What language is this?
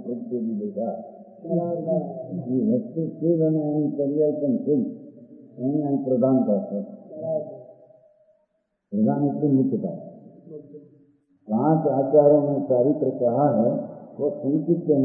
Hindi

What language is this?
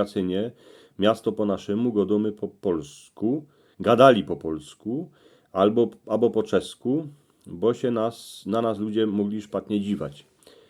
Silesian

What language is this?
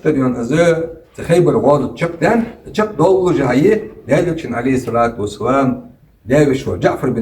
Ingush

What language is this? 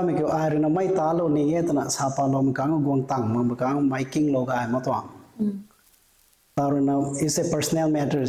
Rongmei Naga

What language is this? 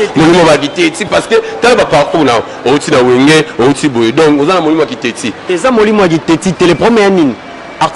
Lingala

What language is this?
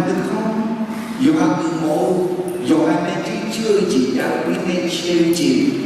Akha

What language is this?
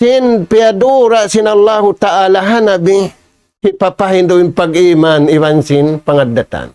Tausug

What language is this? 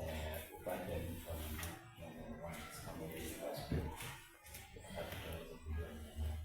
Gusii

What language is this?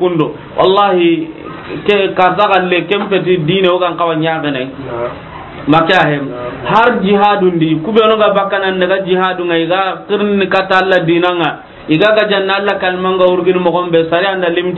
Soninke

